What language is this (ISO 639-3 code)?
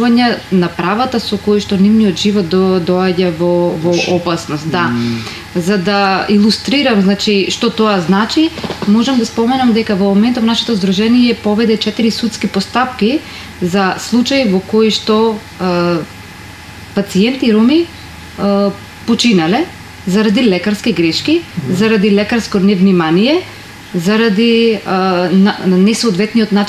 mkd